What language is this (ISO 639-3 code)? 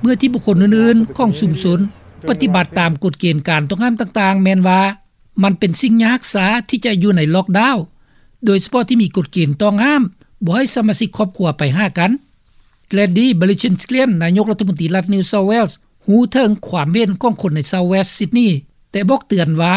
lao